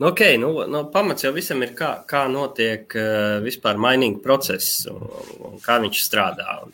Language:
Latvian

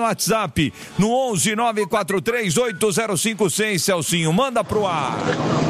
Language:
Portuguese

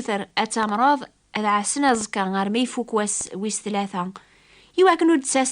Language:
Kabyle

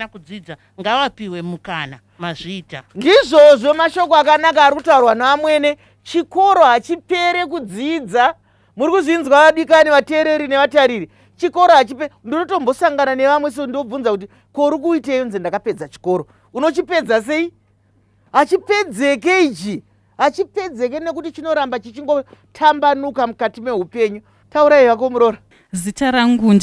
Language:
Shona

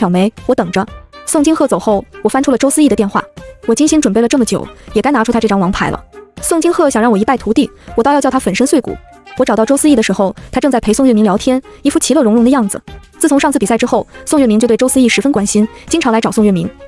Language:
Chinese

